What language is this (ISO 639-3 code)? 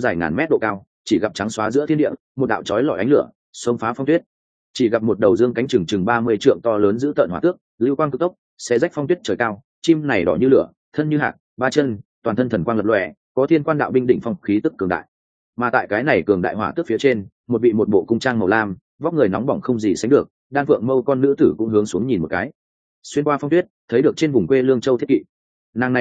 vie